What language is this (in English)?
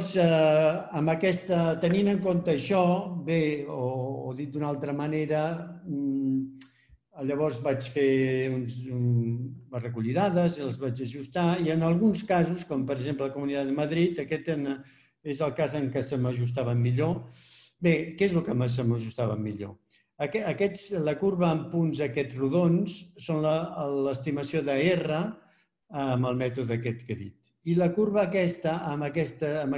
Catalan